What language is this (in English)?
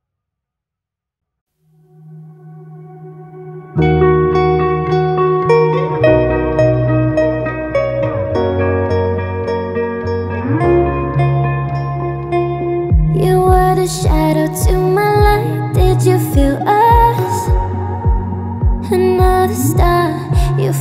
English